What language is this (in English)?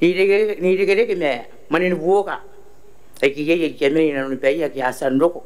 Gilbertese